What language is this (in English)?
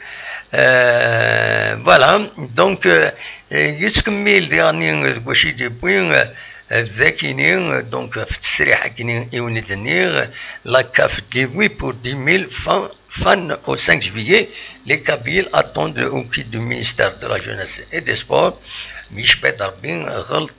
Kabyle